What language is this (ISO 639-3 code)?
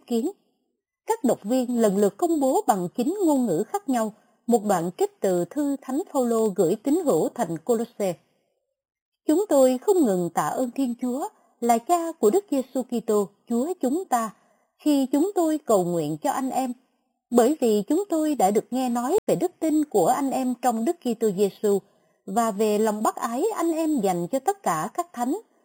vie